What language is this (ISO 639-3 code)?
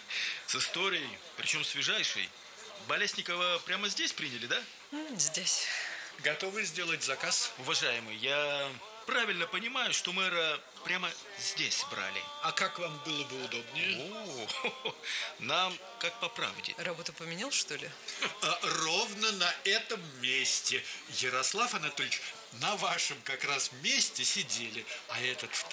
rus